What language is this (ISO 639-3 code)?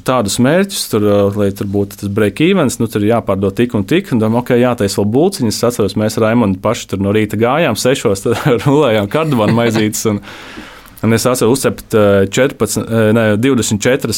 lav